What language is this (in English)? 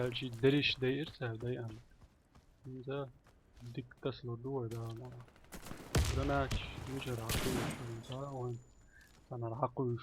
Chechen